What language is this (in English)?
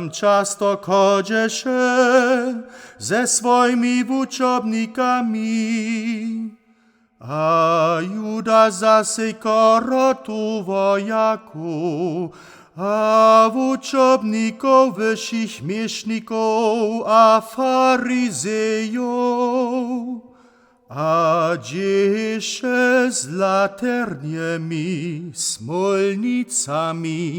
Upper Sorbian